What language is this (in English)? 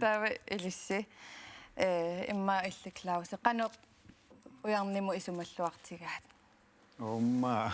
Kalaallisut